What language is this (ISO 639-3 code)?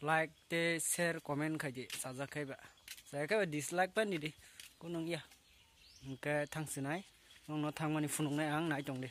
trp